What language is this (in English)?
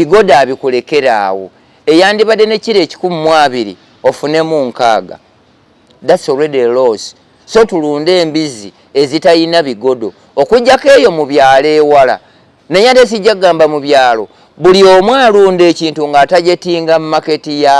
Ganda